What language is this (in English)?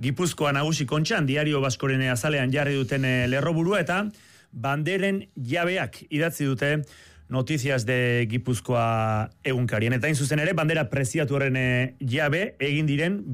Basque